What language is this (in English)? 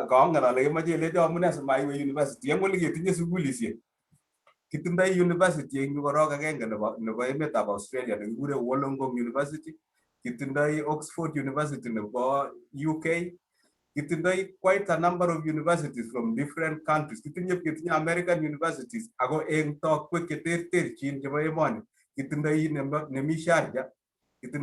Kalenjin